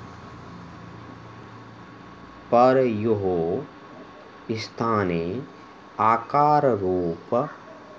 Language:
Sanskrit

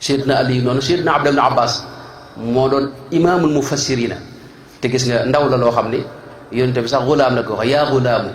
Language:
Wolof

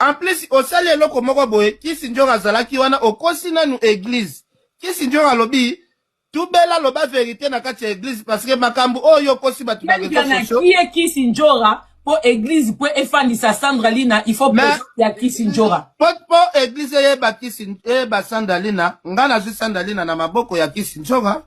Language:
Lingala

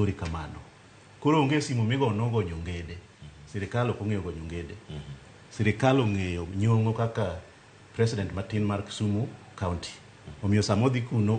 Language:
Luo (Kenya and Tanzania)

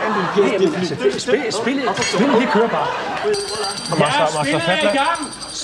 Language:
Danish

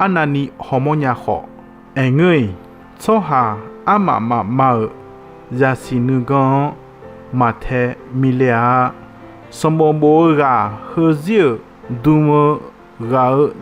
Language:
Akha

